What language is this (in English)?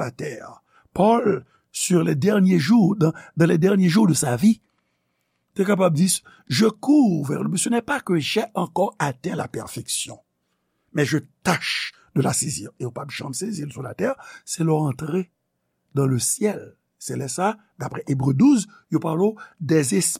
Haitian Creole